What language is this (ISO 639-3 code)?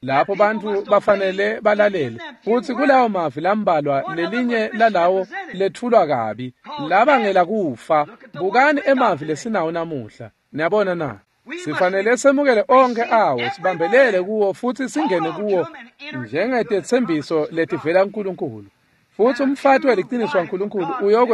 ssw